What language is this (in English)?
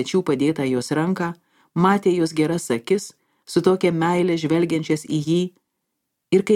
Lithuanian